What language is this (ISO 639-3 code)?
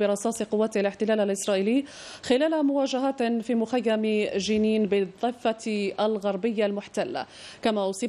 ara